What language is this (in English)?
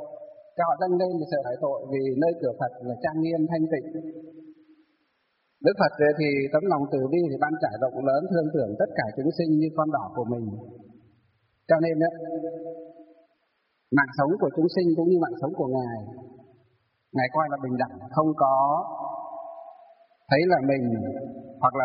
Vietnamese